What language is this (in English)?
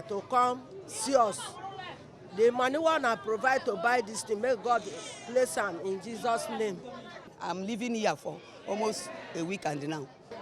Nigerian Pidgin